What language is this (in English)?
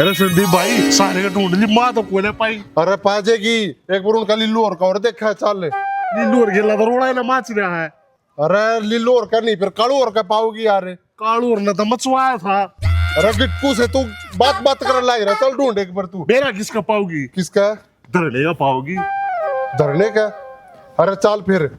Haryanvi